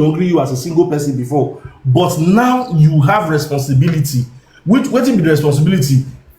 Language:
Nigerian Pidgin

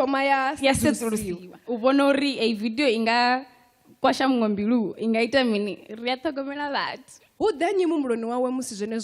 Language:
Venda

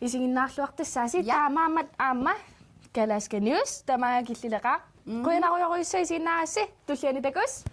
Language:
Kalaallisut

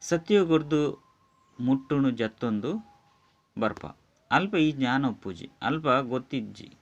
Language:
Tulu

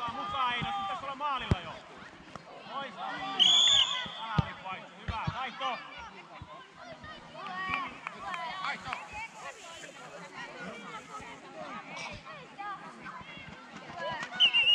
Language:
Finnish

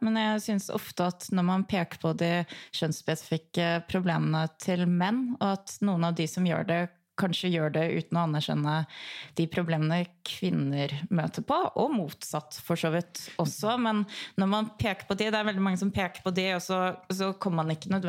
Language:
Norwegian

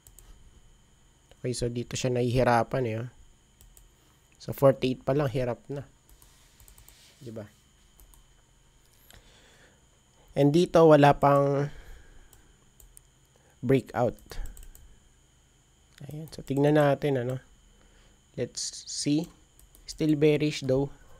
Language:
Filipino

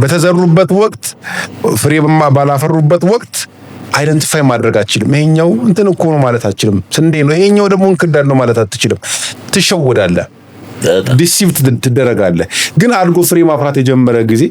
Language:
Amharic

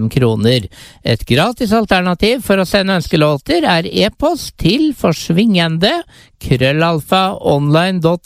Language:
Norwegian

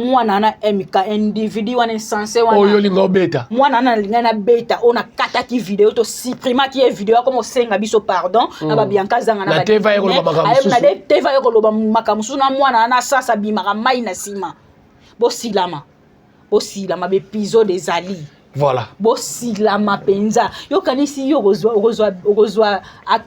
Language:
Lingala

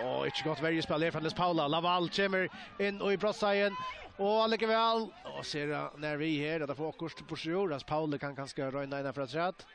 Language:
Faroese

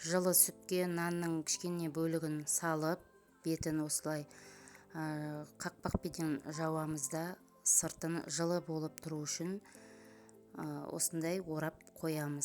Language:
Kazakh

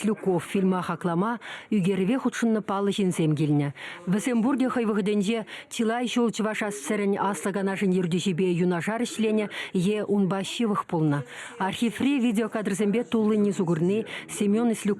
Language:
Chuvash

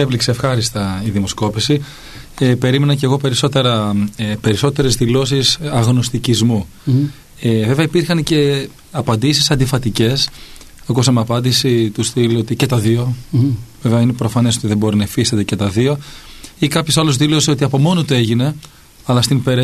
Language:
Greek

